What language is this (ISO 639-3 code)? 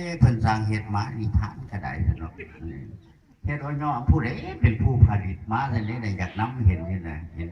tts